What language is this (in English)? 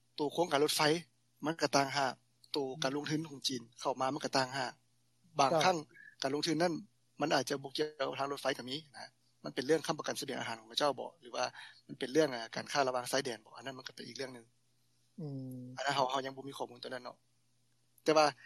Lao